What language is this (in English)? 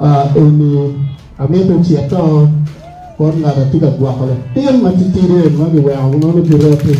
Acoli